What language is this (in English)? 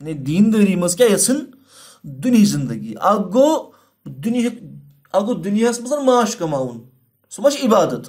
Kashmiri